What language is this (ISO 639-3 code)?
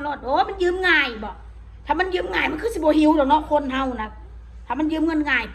tts